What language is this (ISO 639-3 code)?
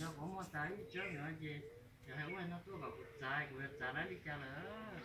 hmn